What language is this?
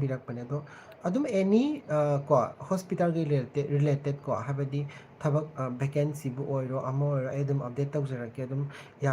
Manipuri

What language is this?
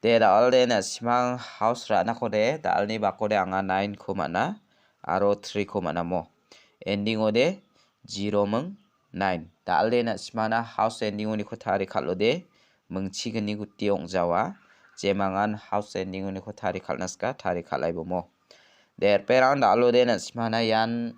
Garo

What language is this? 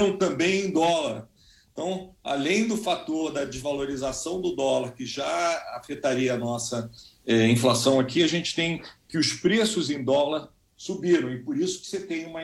Portuguese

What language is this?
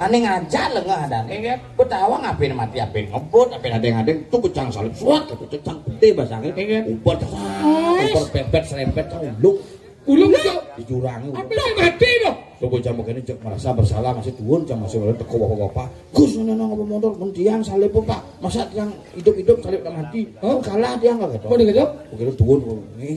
Balinese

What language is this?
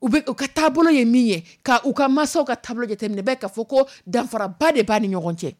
Dyula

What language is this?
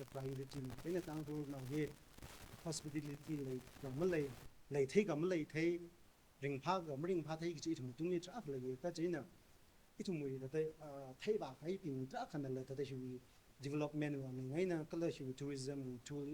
Tangkhul Naga (India)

